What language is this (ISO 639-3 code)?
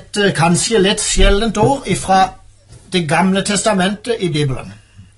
nor